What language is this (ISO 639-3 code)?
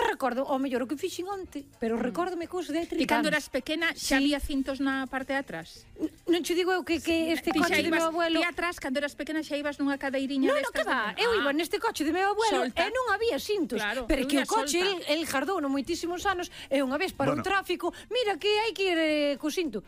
glg